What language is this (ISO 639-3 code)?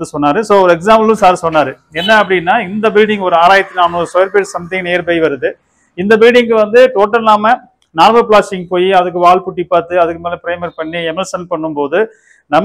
tam